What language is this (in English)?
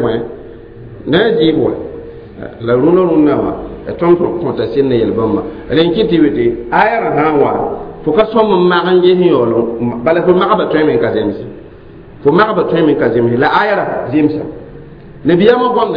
Mossi